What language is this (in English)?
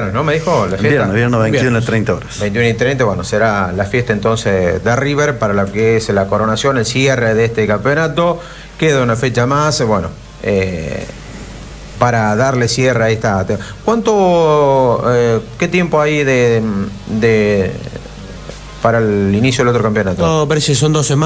Spanish